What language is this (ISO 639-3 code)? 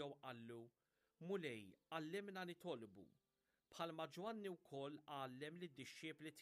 mlt